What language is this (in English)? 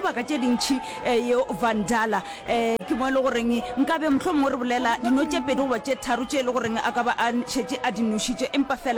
Northern Sotho